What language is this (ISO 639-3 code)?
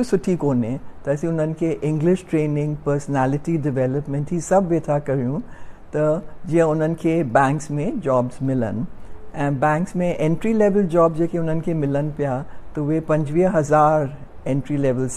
snd